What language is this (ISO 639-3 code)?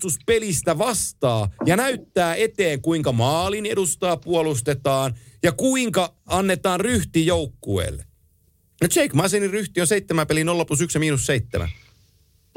fin